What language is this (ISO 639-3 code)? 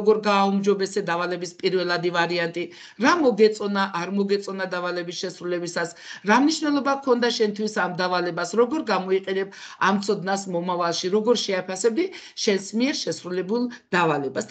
kat